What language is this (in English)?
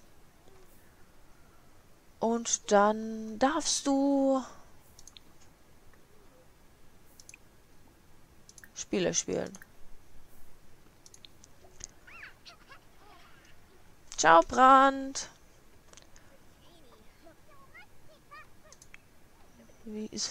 German